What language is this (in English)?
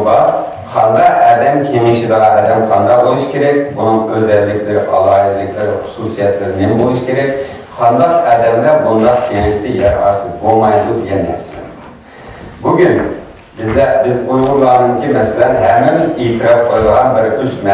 Uyghur